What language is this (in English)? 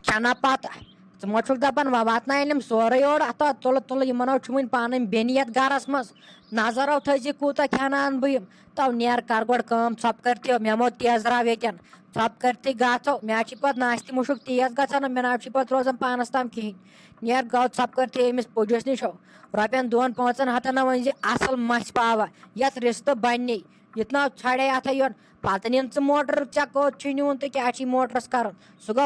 Kashmiri